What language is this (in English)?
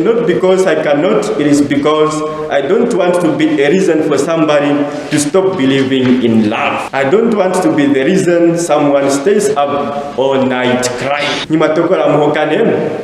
Ndonga